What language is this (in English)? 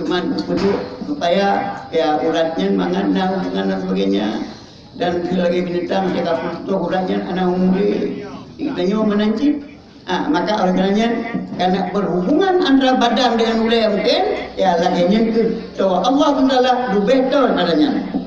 Achinese